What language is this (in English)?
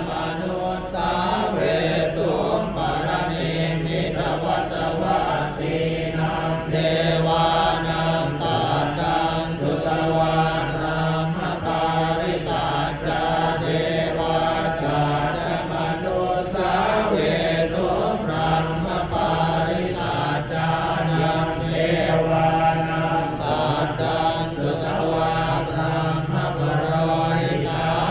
Pali